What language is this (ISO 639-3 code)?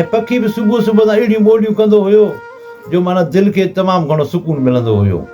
snd